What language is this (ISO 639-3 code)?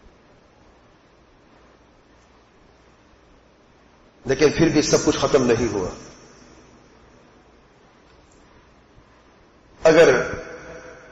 urd